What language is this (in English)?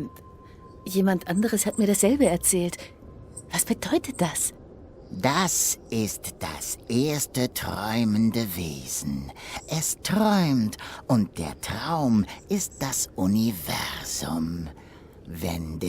Swiss German